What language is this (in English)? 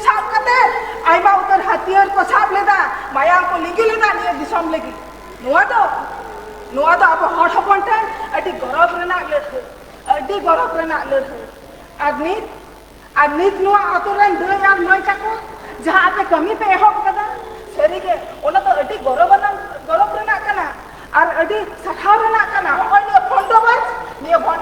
Santali